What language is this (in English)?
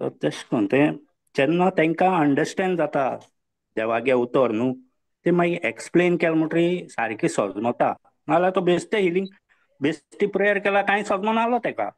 Konkani